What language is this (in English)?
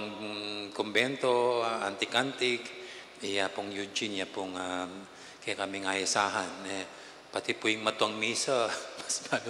Pampanga